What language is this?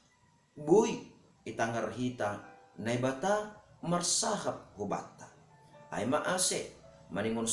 Batak Simalungun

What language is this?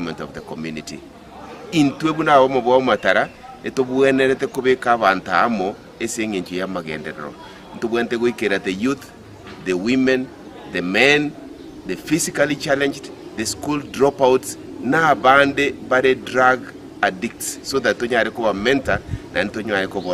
Gusii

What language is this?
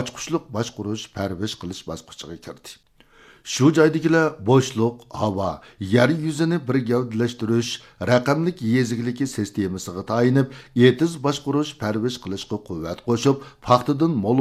Uyghur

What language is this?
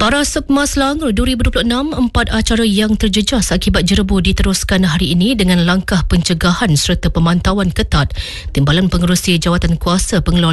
Iban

